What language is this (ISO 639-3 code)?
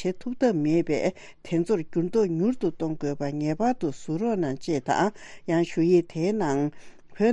bod